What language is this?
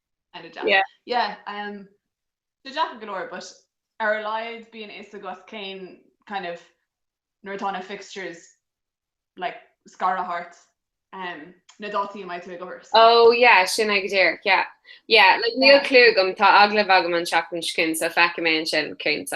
Irish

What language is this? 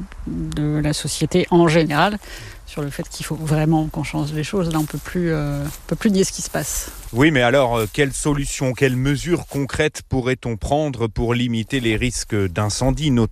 French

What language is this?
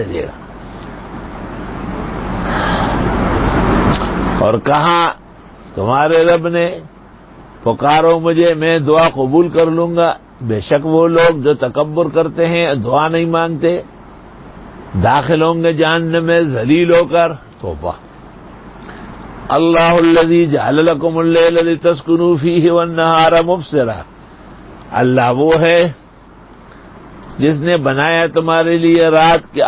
Urdu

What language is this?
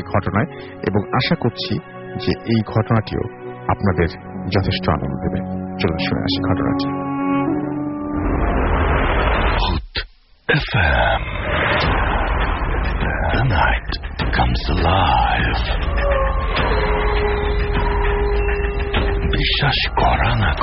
Bangla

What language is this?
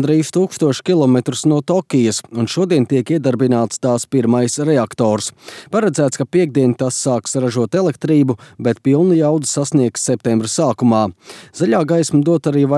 Latvian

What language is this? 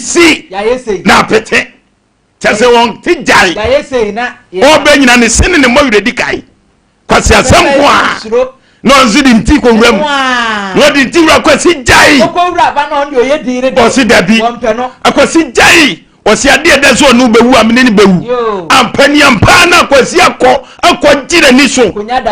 Akan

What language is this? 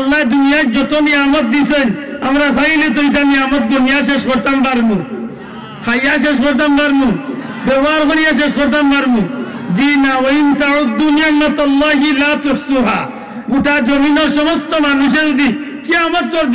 Sylheti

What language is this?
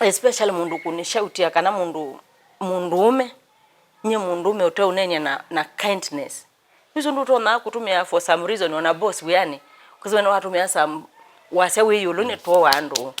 Kamba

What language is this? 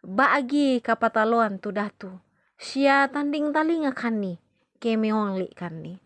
Toraja-Sa'dan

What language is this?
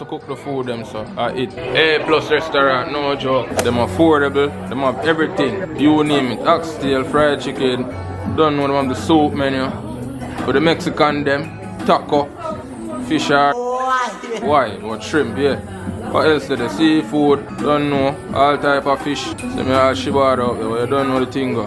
Jamaican Creole English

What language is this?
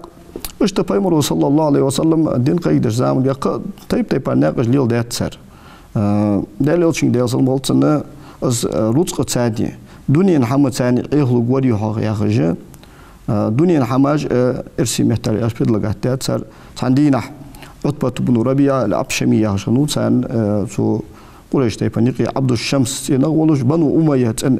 Ingush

